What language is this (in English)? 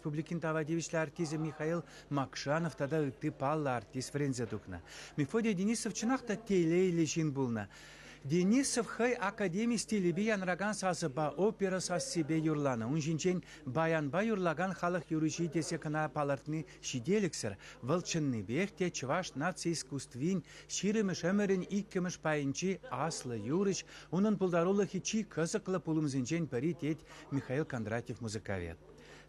Chuvash